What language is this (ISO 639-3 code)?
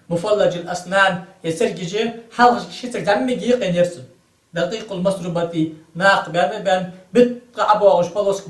inh